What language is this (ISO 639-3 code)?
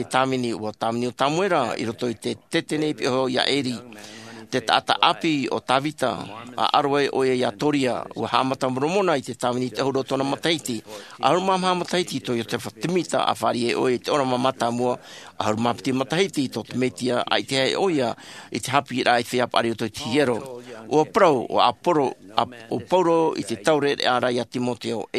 tah